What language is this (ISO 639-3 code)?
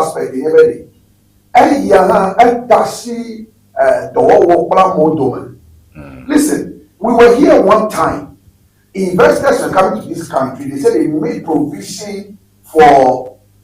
ewe